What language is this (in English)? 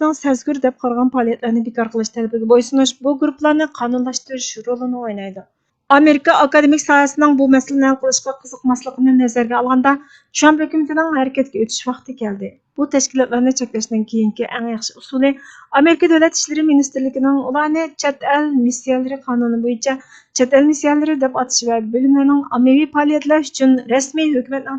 Uyghur